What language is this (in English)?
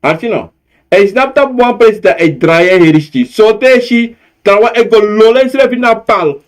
Sranan Tongo